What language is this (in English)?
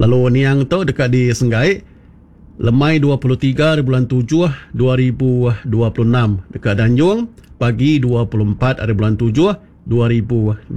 Iban